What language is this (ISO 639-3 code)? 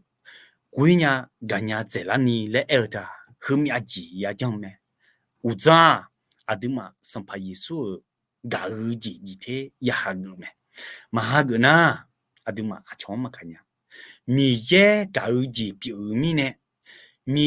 ahk